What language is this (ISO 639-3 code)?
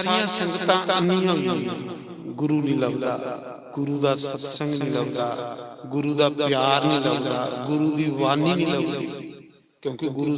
doi